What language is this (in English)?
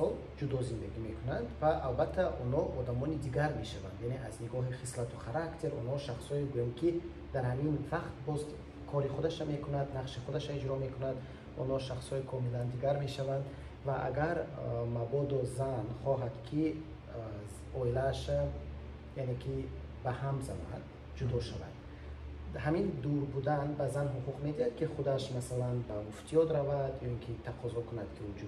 Tajik